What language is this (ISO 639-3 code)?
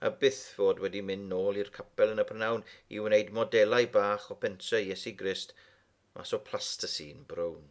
cym